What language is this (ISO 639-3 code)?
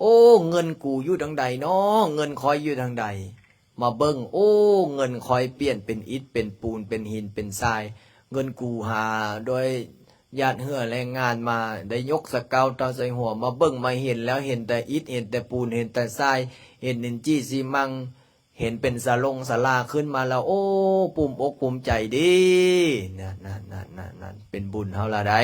lao